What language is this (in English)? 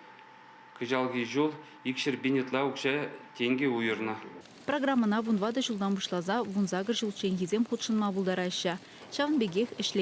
Chuvash